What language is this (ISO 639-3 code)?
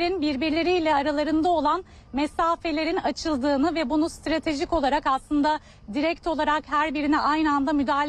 tur